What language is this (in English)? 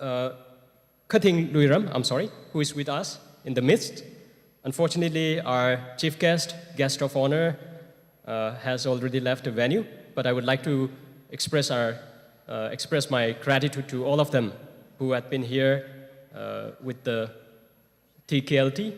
Tangkhul Naga (India)